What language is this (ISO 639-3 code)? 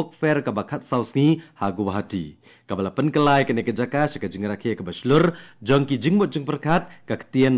kha